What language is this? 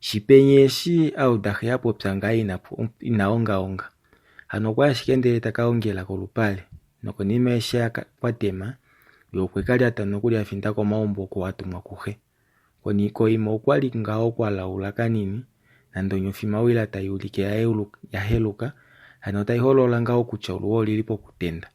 Kuanyama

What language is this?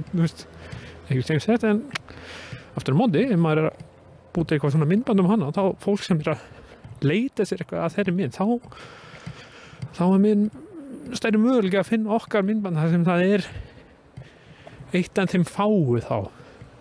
Icelandic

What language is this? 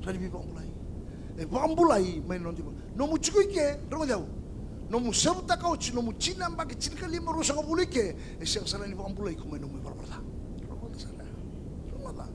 Fijian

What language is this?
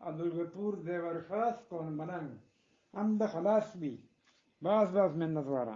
Eastern Balochi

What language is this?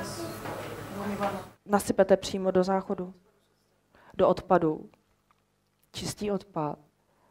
Czech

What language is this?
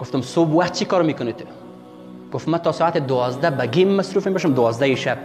Persian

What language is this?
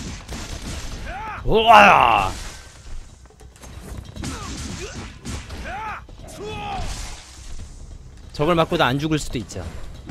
Korean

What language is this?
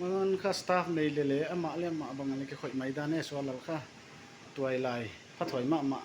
Paite Chin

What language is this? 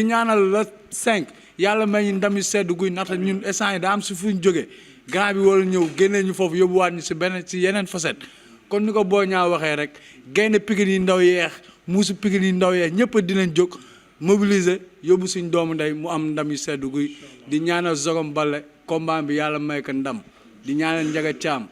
Wolof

